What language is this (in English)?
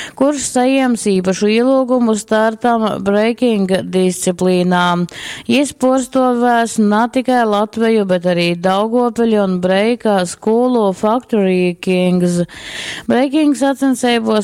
Latgalian